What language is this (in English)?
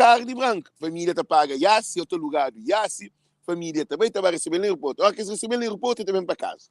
Kabuverdianu